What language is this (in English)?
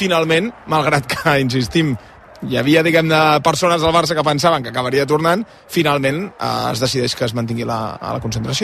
Catalan